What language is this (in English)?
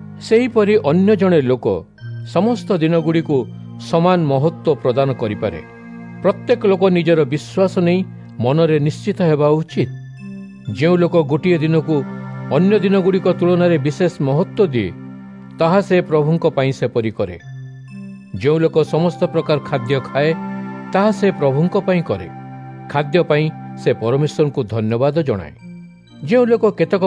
Odia